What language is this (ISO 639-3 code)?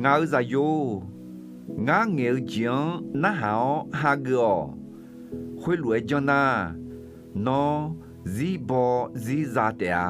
ahk